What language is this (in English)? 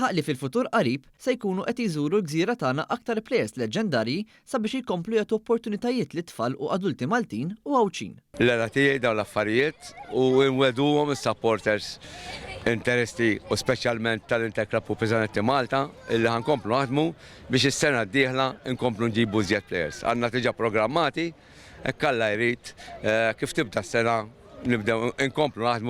Maltese